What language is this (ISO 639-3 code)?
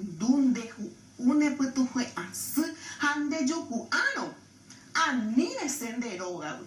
grn